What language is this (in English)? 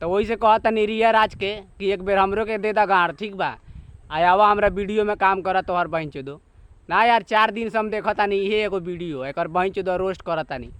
Bhojpuri